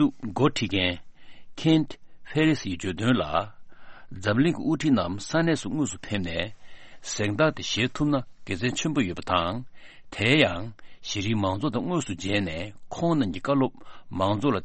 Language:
Tibetan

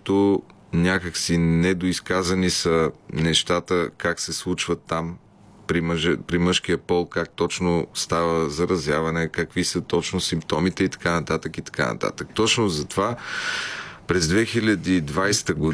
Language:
Bulgarian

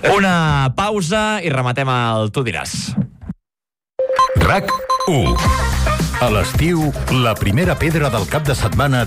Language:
Catalan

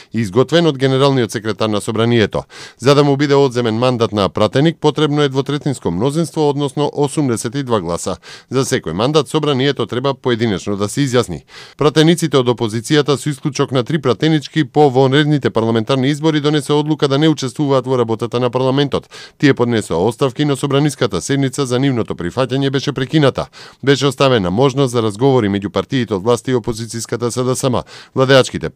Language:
Macedonian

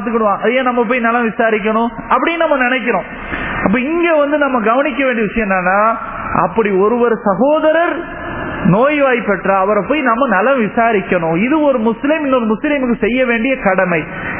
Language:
Tamil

